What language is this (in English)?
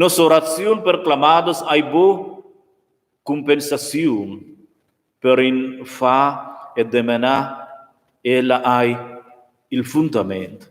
Romansh